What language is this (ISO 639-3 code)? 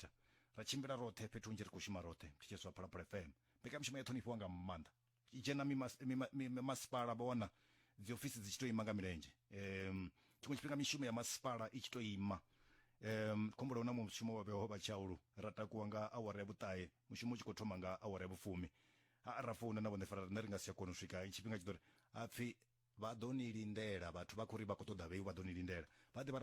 ven